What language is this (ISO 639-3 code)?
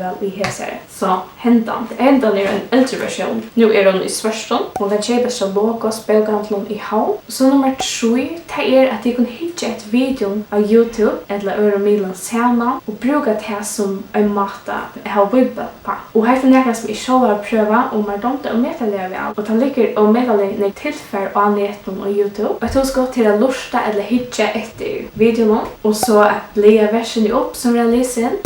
fao